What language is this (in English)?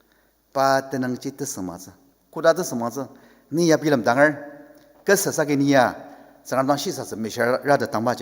Ao Naga